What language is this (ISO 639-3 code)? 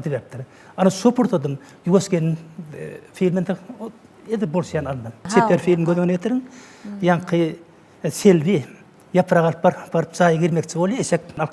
tuk